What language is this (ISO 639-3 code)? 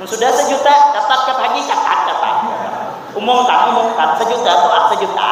bjn